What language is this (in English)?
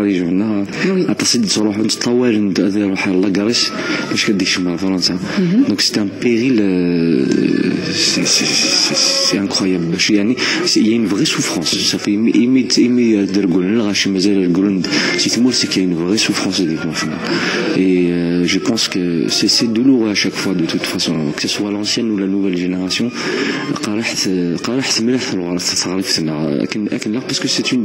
Kabyle